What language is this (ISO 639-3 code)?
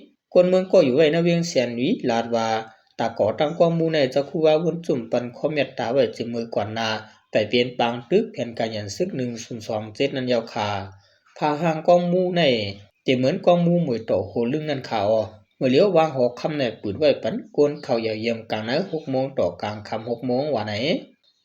shn